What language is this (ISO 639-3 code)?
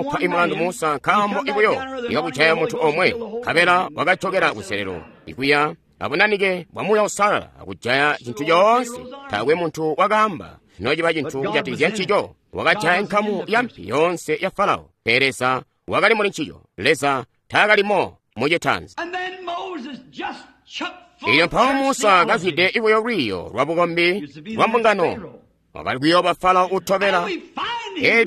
toi